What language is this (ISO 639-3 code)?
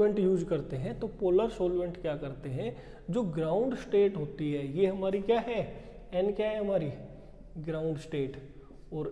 hin